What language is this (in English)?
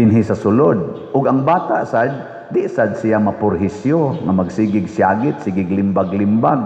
Cebuano